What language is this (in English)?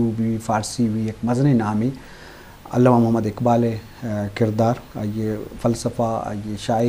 Eastern Balochi